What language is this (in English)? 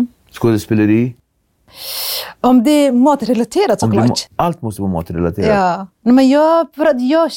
Swedish